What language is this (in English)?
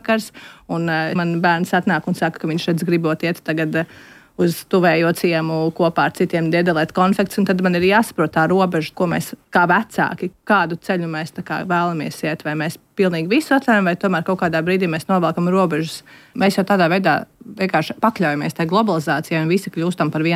Latvian